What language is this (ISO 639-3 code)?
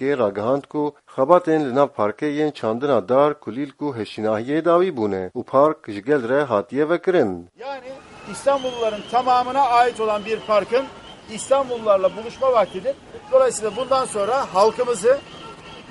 kur